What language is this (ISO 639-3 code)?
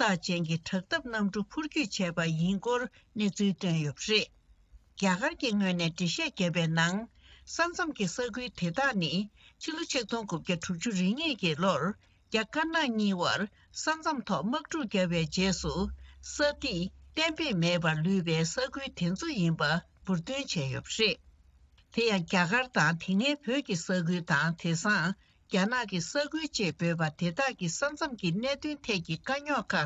bod